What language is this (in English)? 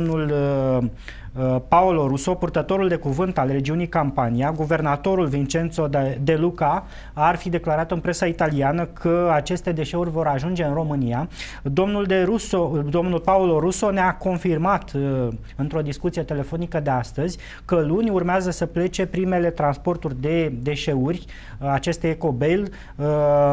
Romanian